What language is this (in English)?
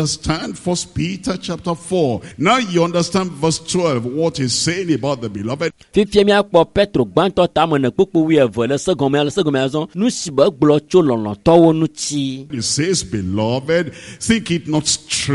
Ewe